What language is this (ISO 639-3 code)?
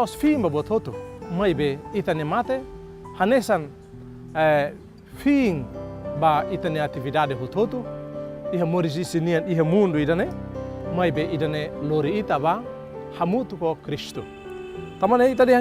tet